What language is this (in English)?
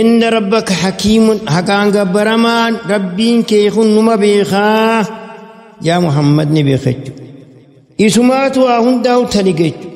Oromo